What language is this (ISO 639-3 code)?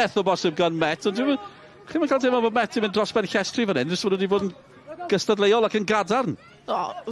cym